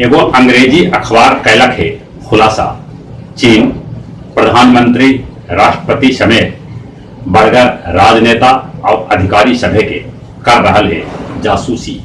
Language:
Magahi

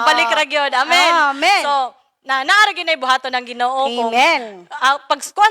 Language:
Cebuano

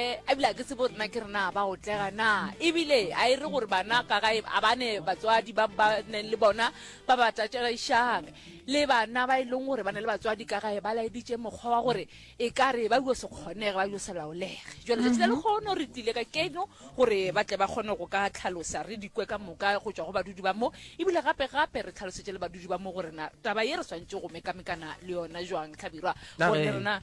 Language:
Northern Sotho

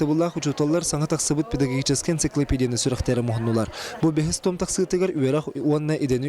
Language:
Yakut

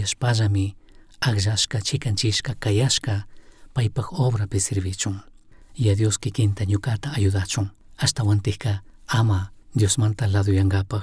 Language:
Chimborazo Highland Quichua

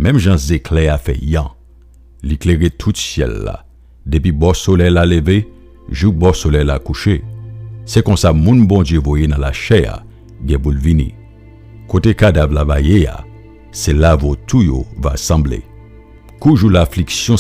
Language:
Haitian Creole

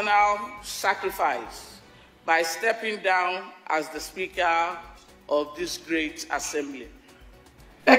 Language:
Yoruba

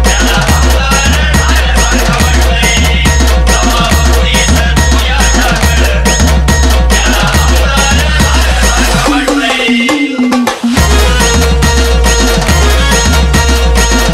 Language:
Marathi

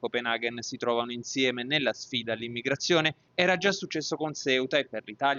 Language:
Italian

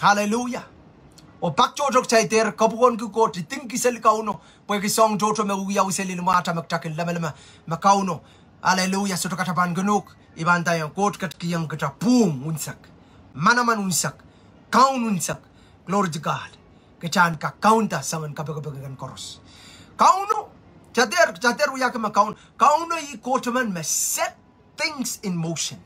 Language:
Pohnpeian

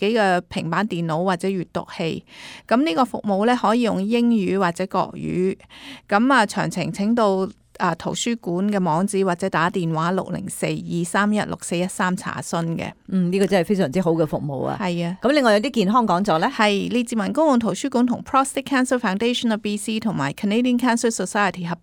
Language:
Cantonese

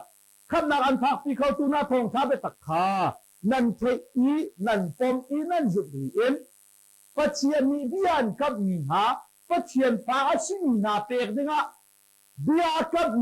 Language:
Hakha Chin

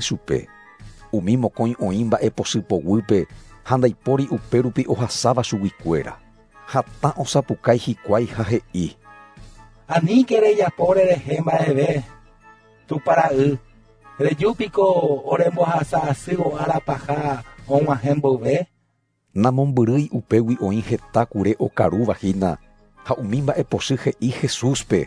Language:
Guarani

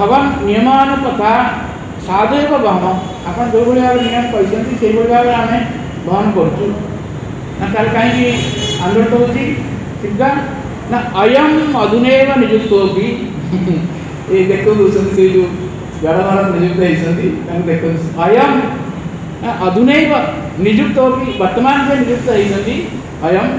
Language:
Odia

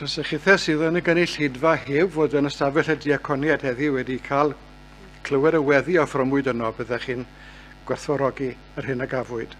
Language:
Welsh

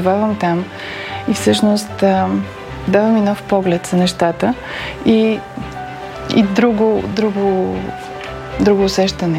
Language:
Bulgarian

